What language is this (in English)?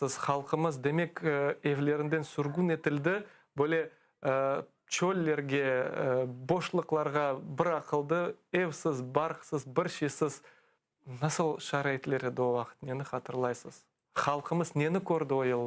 Crimean Tatar